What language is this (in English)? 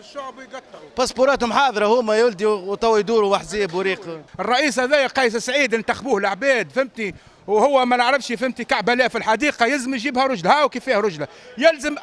Tunisian Arabic